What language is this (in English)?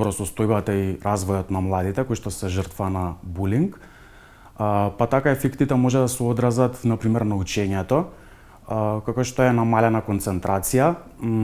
Macedonian